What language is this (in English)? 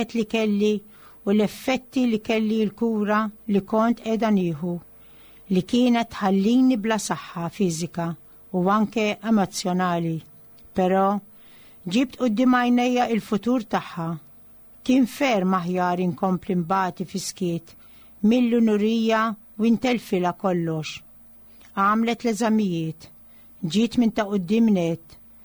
Maltese